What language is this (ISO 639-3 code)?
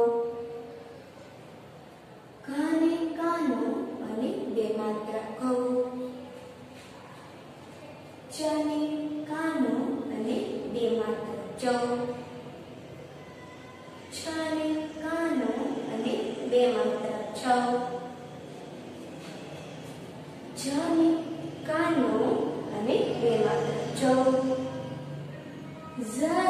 guj